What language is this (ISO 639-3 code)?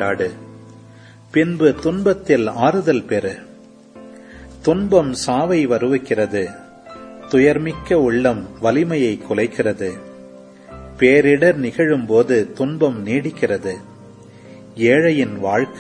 tam